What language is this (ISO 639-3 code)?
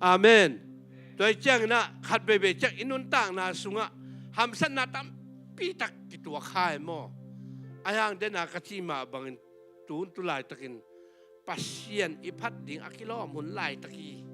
ctd